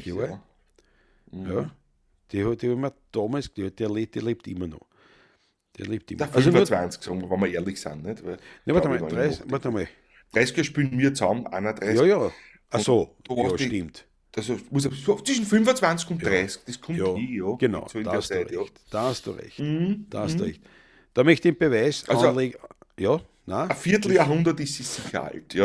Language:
Bavarian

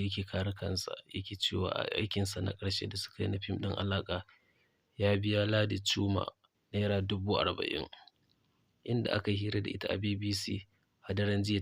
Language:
Hausa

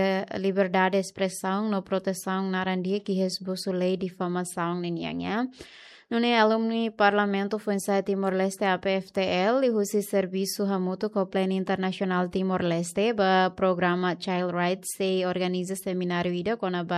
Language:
Tetum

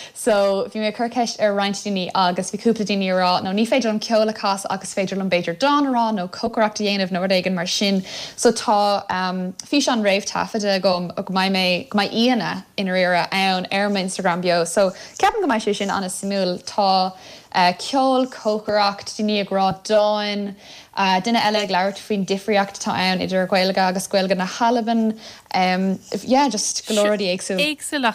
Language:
Irish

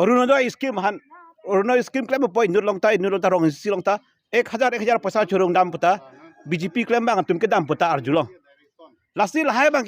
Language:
Karbi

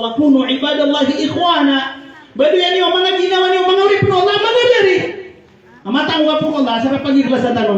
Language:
Maranao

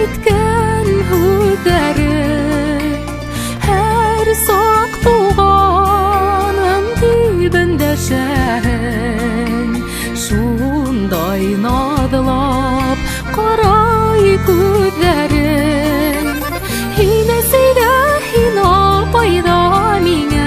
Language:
Bashkir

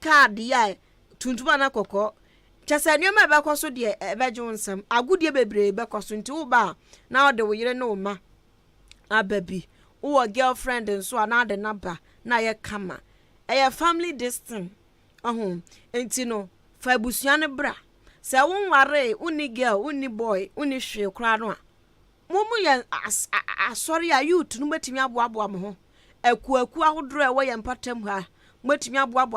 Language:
Akan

